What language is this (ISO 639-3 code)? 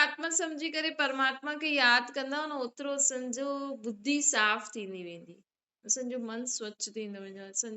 snd